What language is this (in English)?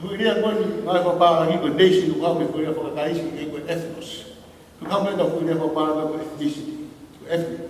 Tongan